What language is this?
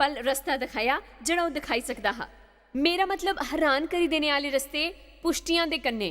Dogri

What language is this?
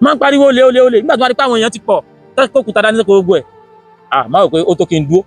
Yoruba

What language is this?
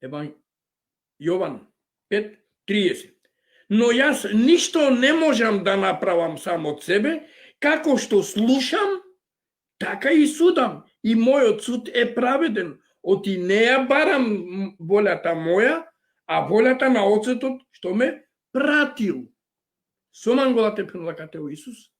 Balkan Romani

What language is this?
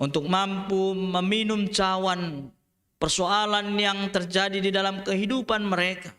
Batak Simalungun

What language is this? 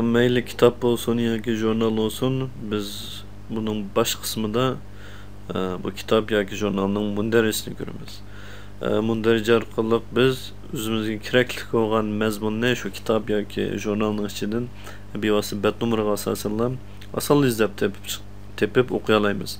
Uyghur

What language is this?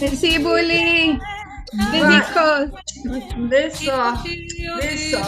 Ladino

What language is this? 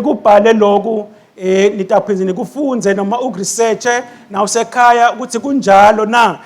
Swati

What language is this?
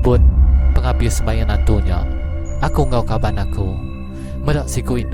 Iban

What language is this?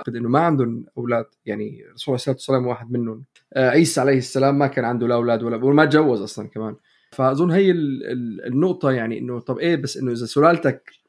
North Levantine Arabic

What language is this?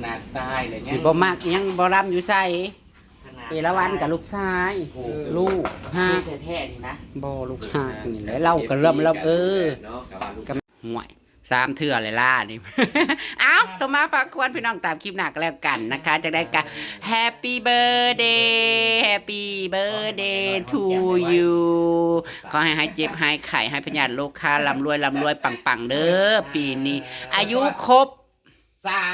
Northeastern Thai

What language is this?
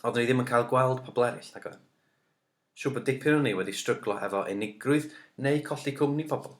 Welsh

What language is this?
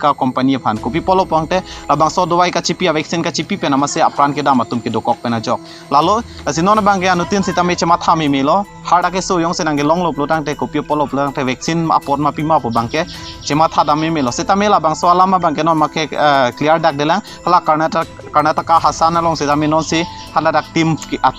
Karbi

